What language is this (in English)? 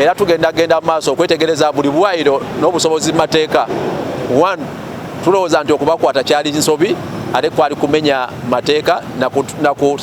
Ganda